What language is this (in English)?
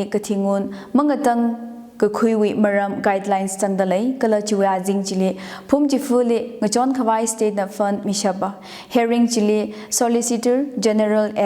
Tangkhul Naga (India)